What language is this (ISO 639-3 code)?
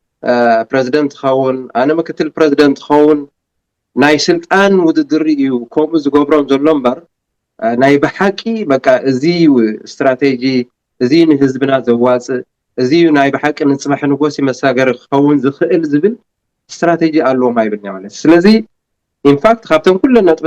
tir